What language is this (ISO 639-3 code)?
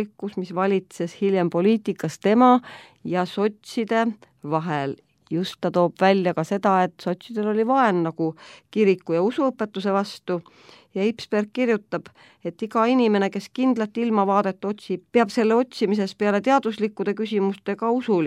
est